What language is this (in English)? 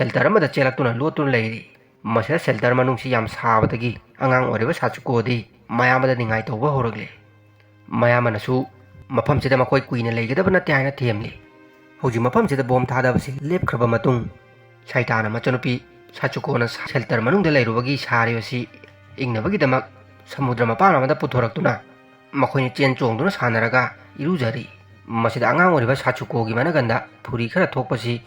Manipuri